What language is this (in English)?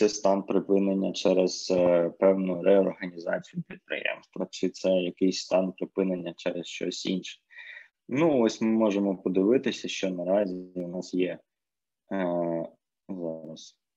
Ukrainian